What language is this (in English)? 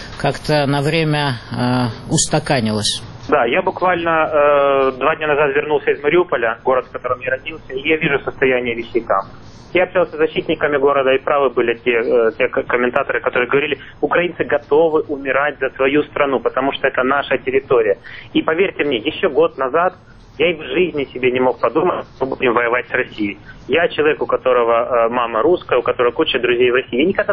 Russian